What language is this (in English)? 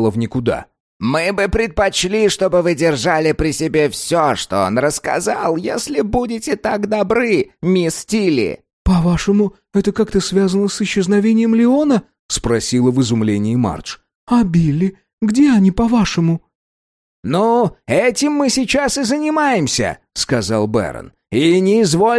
Russian